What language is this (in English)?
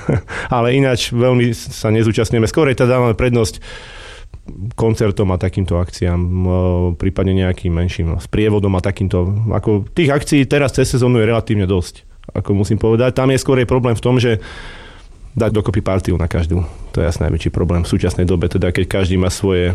Slovak